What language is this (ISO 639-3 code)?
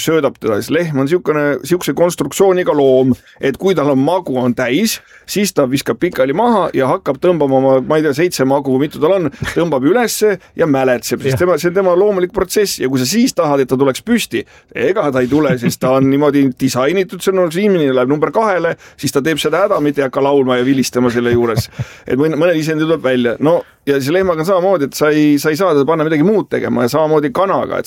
est